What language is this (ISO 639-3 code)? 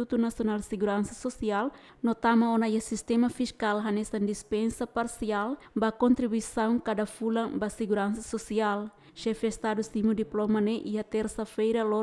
tet